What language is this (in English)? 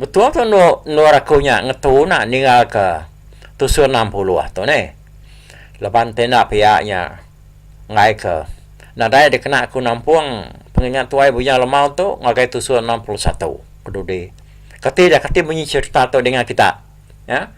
Iban